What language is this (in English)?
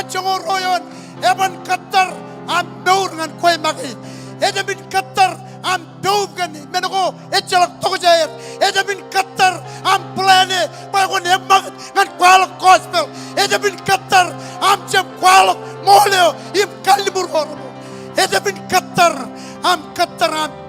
Marshallese